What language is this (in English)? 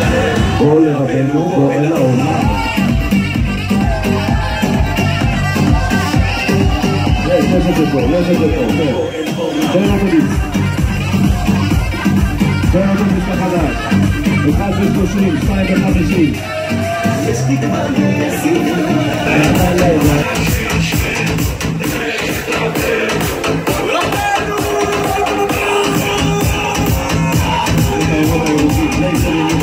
Hebrew